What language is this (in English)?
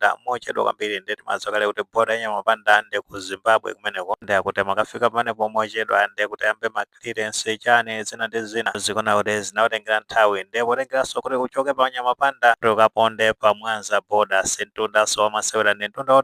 Nyanja